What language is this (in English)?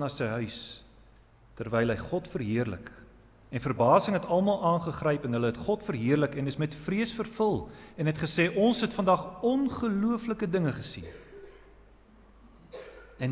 Afrikaans